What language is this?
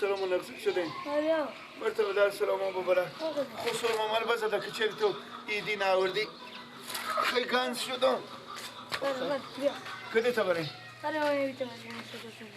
Persian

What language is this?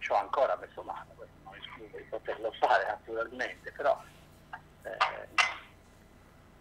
Italian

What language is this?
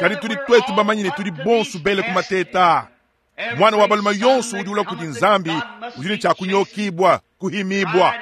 Luba-Lulua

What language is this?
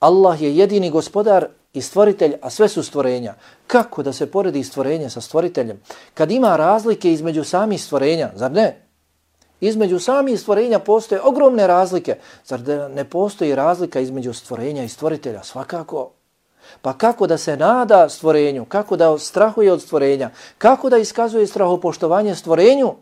Bosnian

